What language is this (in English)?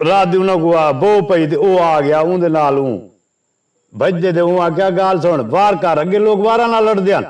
Saraiki